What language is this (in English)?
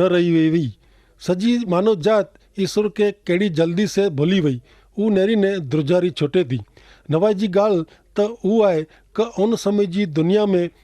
Kachhi